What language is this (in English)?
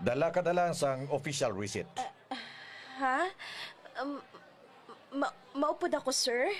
Hiligaynon